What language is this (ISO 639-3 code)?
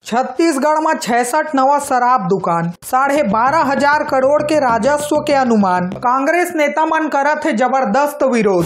hne